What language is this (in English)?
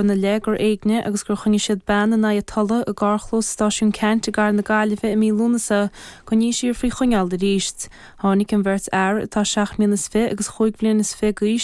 Irish